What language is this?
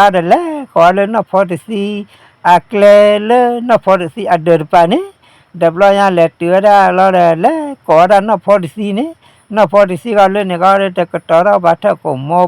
S'gaw Karen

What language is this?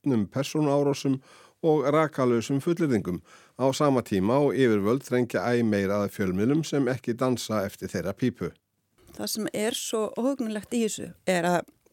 Icelandic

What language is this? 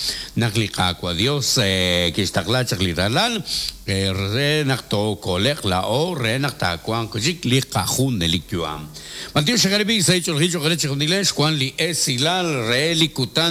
Kekchí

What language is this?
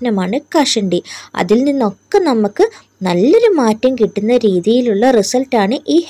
Malayalam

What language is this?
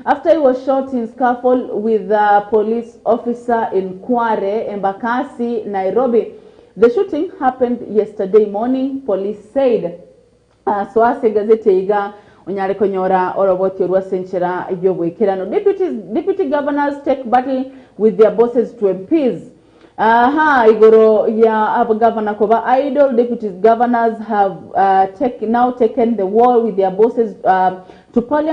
Gusii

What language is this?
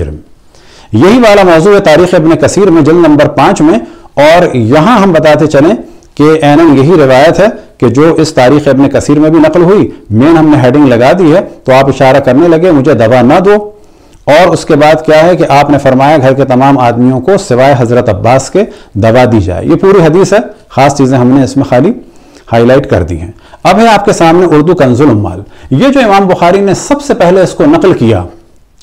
Urdu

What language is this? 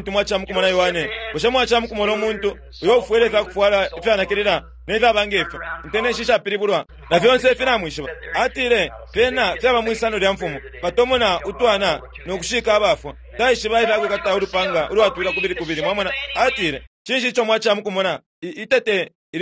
Bemba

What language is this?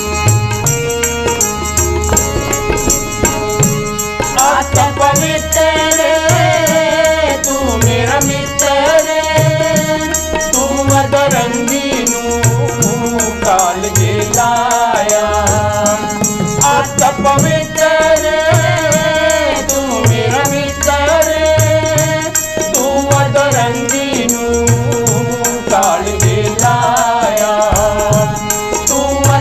Punjabi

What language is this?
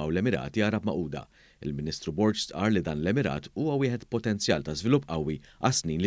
Maltese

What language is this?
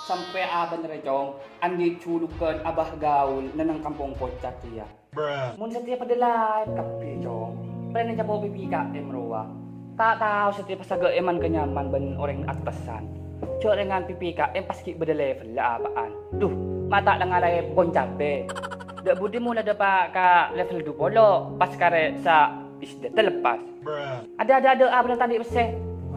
Madurese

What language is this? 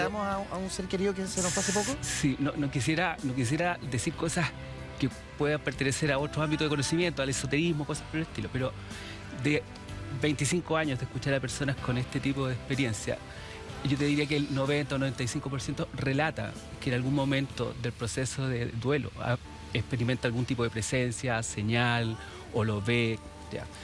Spanish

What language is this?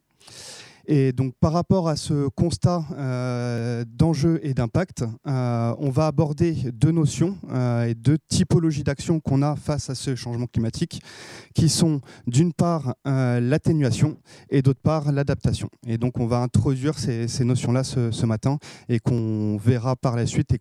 French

